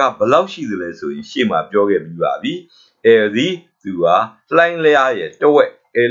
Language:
Burmese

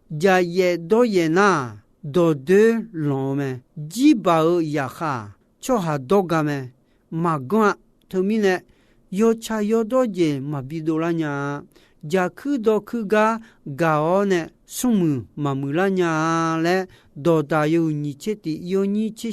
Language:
Akha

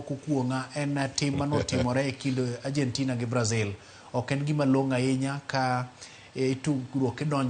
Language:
Luo (Kenya and Tanzania)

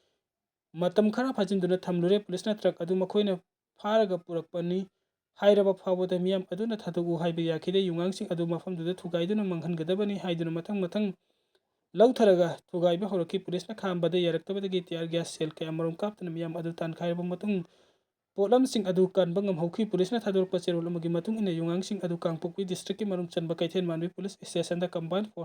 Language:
Manipuri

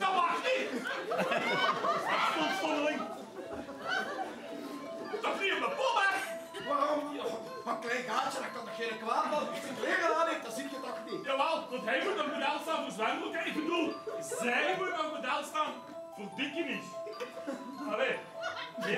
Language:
Dutch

